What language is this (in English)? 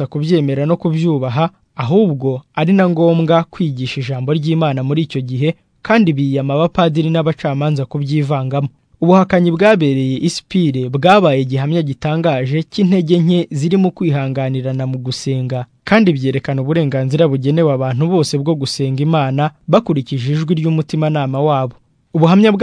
Kinyarwanda